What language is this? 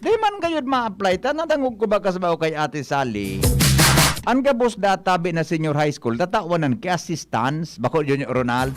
Bikol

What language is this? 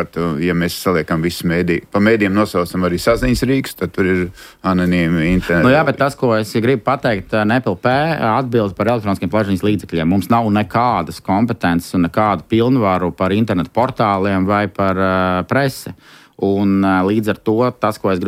Latvian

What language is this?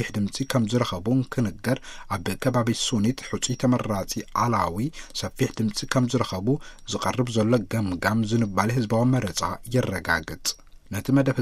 Tigrinya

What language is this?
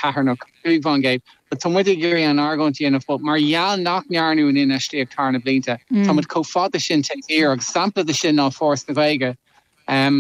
Irish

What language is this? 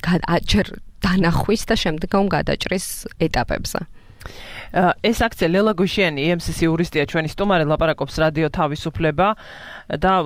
Georgian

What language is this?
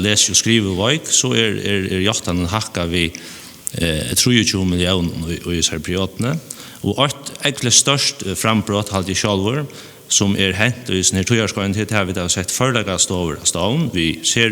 Faroese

